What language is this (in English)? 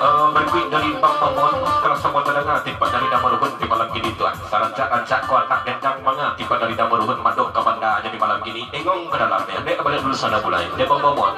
Minangkabau